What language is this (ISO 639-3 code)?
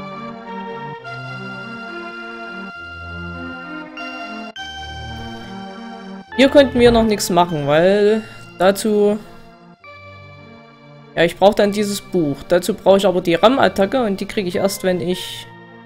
deu